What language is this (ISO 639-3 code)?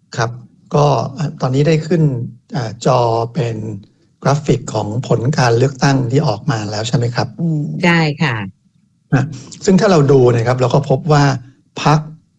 tha